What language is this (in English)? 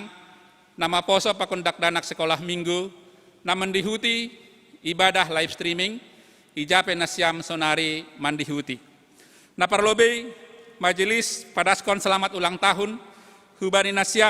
Batak Simalungun